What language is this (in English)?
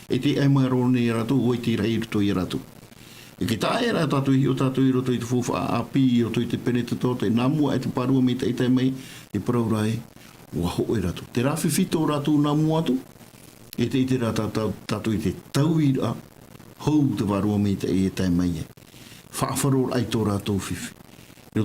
Tahitian